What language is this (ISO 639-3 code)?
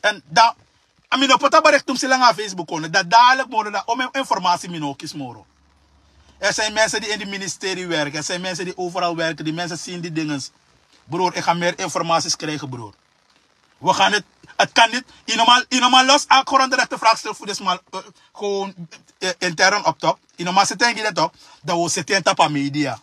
srn